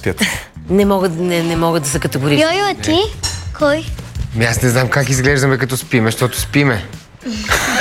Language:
Bulgarian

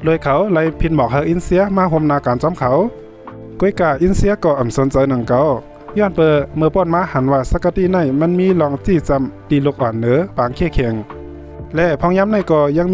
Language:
Shan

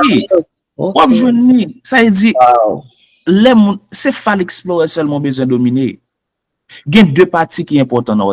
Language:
Haitian Creole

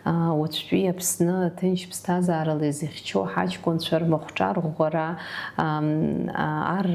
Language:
Abkhazian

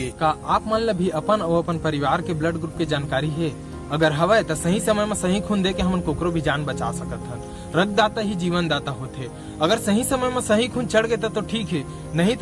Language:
Chhattisgarhi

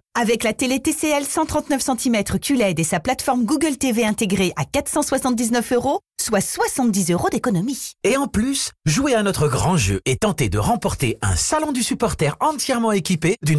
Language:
French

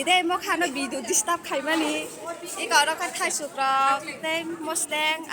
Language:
Kok Borok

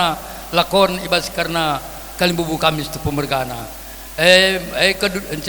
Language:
Batak Karo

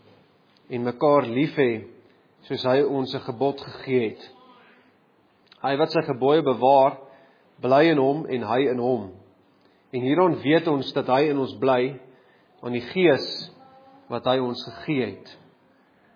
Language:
Afrikaans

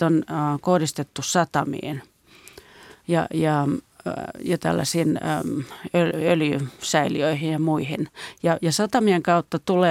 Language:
Finnish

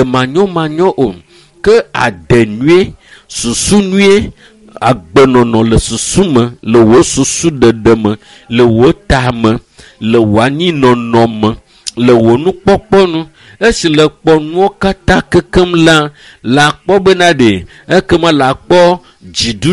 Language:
Ewe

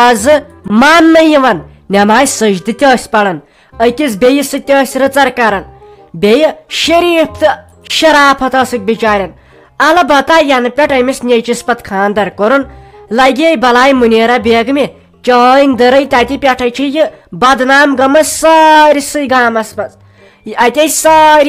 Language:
Kashmiri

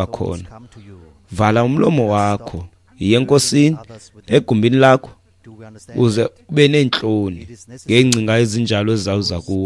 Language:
Xhosa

